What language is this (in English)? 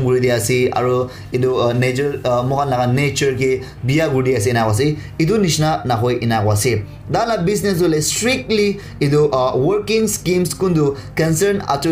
Naga Pidgin